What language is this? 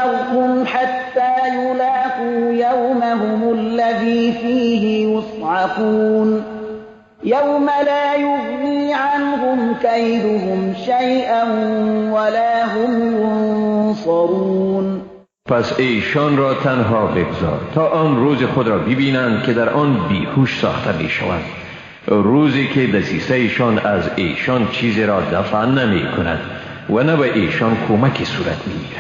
Persian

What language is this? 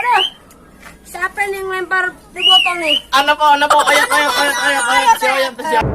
Betawi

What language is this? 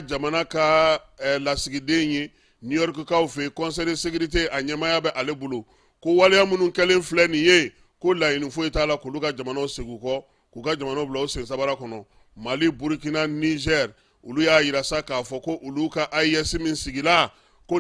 Bambara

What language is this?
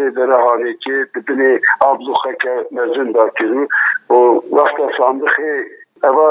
Kurdish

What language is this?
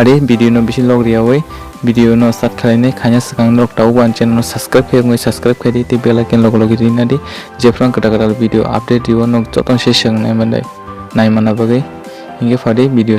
Kok Borok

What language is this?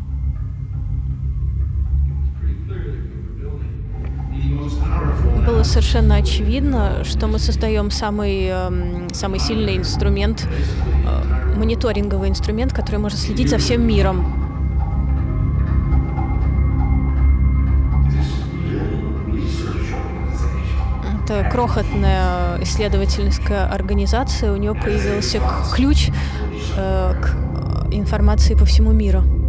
Russian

